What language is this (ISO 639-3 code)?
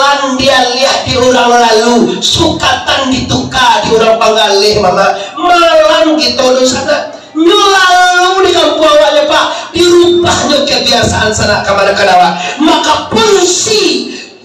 min